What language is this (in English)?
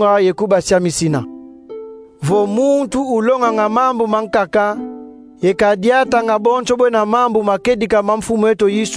Kongo